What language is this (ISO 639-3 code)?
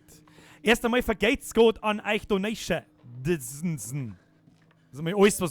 bar